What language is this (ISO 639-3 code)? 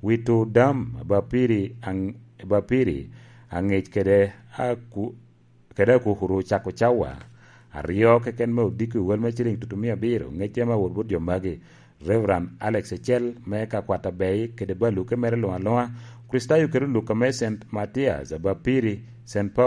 laj